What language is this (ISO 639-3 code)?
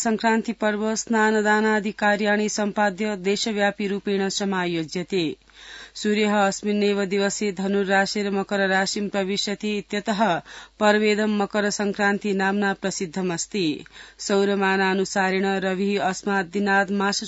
san